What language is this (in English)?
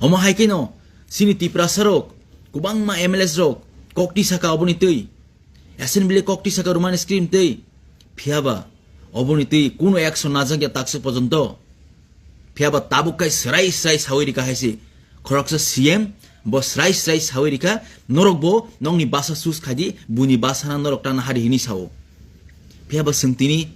Kok Borok